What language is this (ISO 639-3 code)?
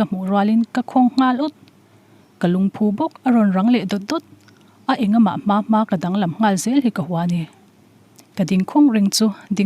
lus